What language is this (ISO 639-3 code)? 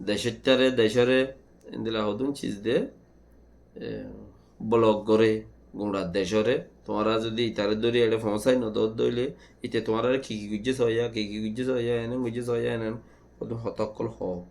rhg